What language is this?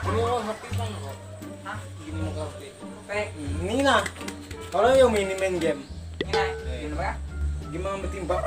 Banjar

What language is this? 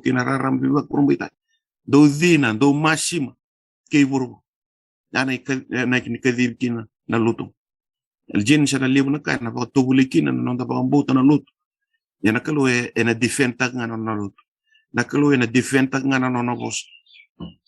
Fijian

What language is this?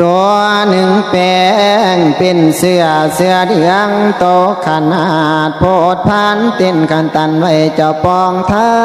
Northeastern Thai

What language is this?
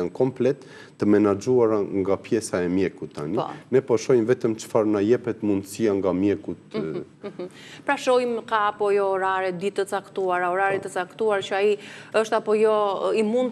Albanian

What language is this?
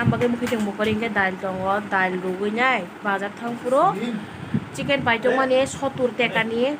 Kok Borok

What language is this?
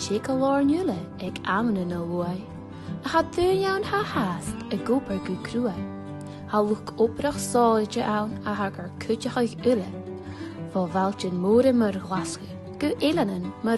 Scottish Gaelic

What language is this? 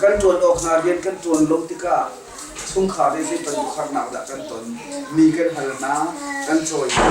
Hakha Chin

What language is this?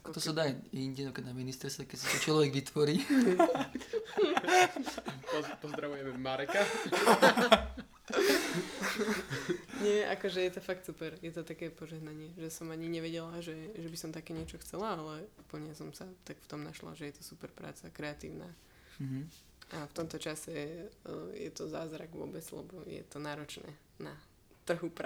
Slovak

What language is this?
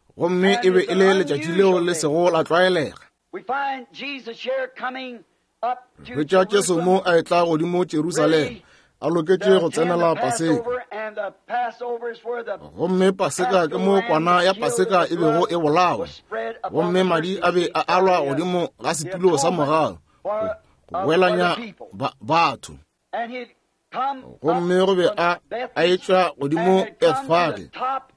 Northern Sotho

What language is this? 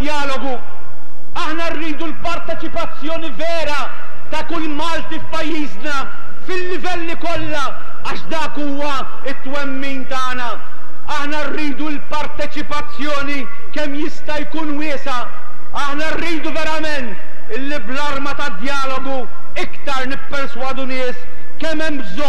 Maltese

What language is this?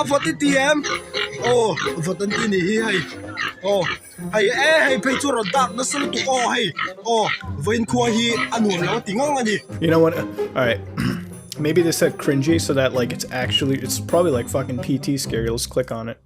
Mizo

